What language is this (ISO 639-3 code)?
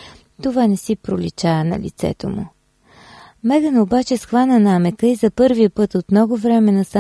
bul